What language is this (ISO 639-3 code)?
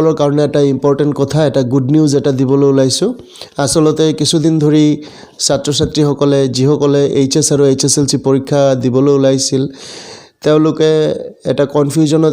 asm